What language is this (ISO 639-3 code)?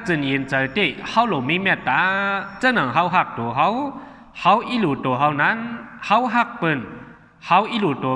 shn